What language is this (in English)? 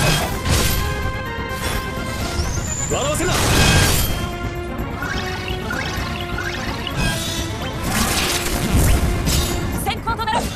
Japanese